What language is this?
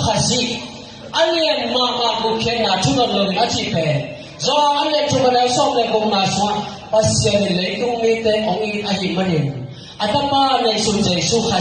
Tedim Chin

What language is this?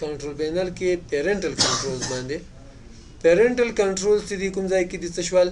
Pashto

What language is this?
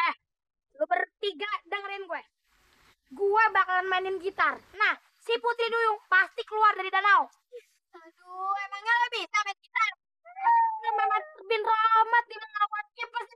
Betawi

